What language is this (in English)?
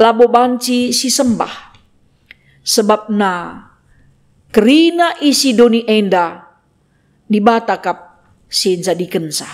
Batak Karo